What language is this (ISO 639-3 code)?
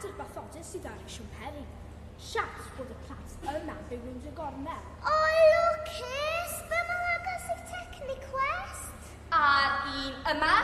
cym